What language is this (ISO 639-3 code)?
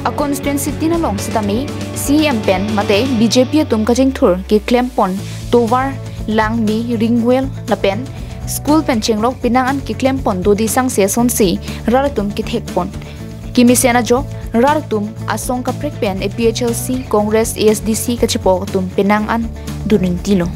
mjw